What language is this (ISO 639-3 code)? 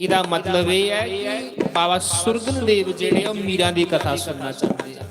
doi